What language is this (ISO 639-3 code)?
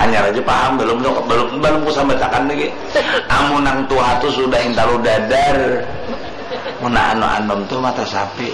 bjn